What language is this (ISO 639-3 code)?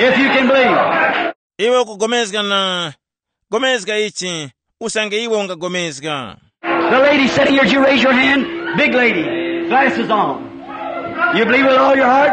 tum